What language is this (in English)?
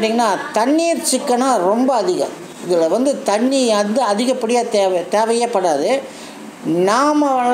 Tamil